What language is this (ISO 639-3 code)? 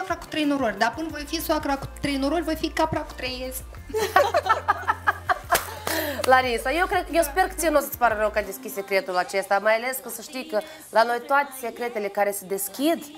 ron